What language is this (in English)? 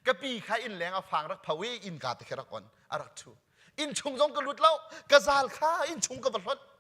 Hakha Chin